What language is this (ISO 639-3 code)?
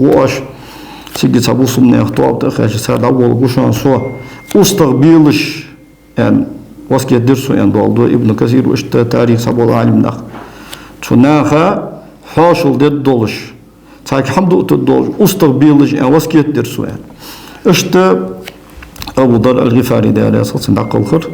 inh